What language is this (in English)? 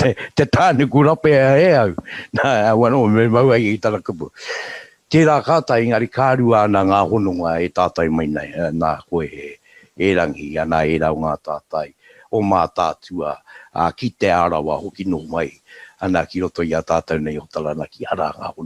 Māori